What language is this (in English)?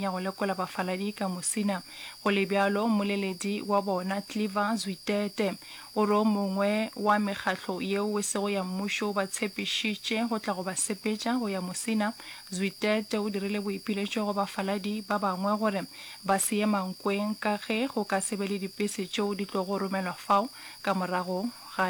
Northern Sotho